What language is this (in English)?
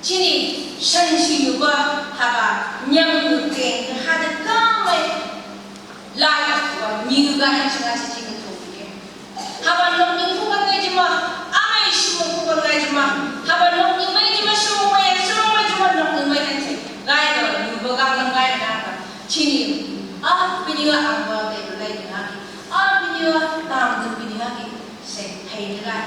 Phom Naga